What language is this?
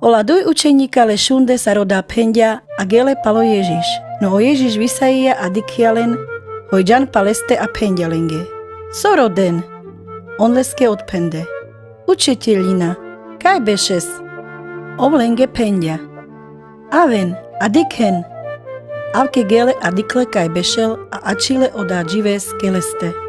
Carpathian Romani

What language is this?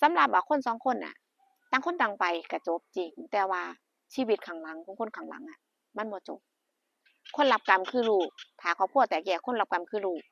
Northeastern Thai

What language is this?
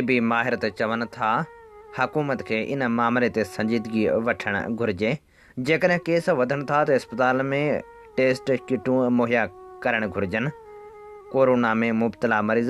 Sindhi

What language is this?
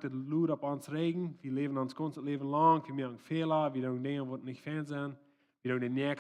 Plautdietsch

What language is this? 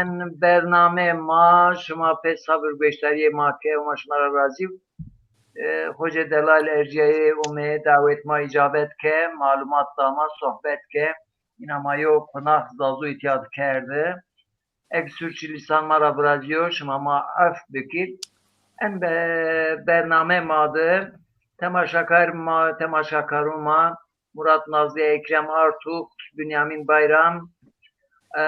Zaza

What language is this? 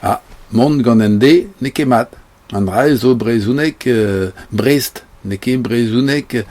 Breton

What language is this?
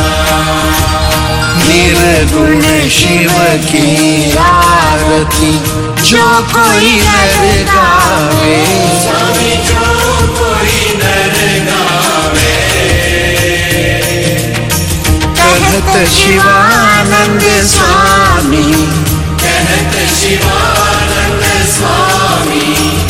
Hindi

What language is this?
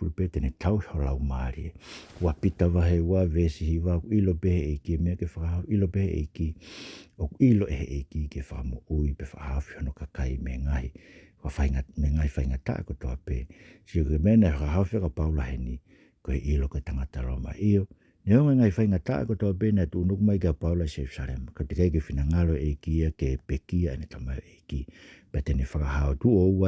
Tongan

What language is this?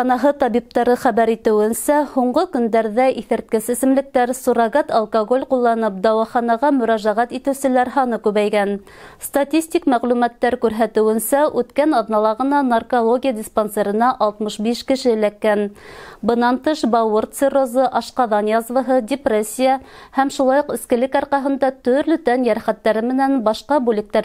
Bashkir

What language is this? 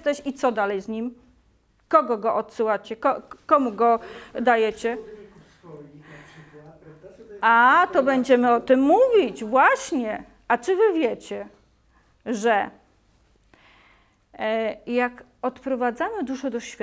Polish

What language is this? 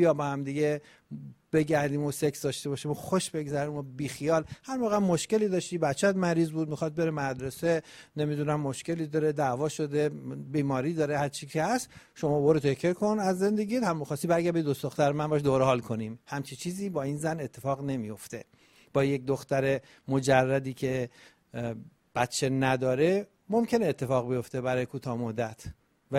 Persian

